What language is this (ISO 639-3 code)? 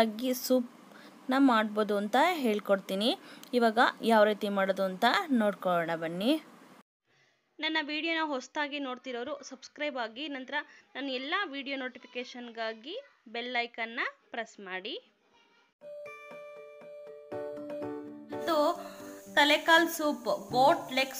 kan